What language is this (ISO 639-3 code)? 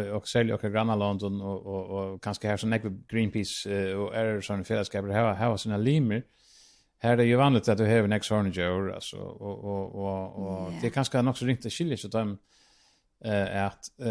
fao